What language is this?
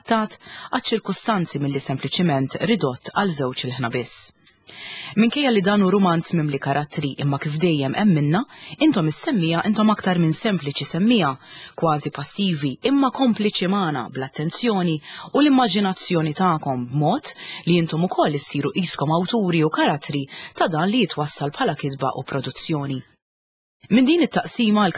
Maltese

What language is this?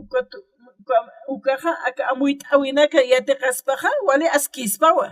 Aymara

